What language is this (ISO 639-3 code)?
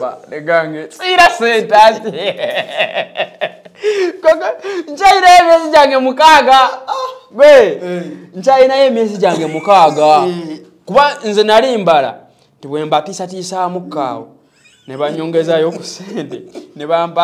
lug